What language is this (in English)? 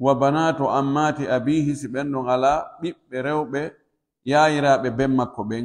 Pular